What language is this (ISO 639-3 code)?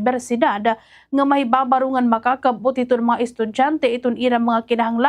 war